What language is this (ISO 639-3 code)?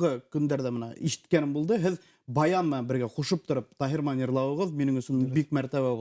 bak